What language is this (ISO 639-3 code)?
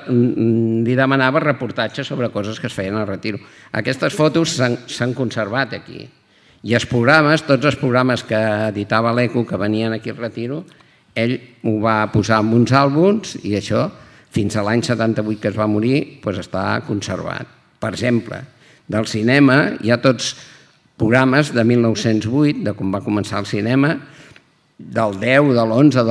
cat